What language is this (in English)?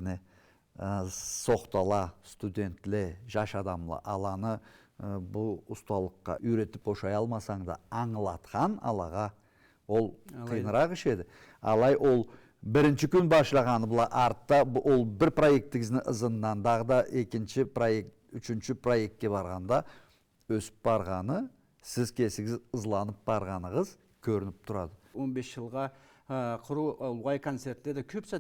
Karachay-Balkar